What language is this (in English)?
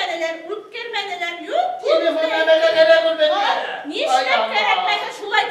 Bashkir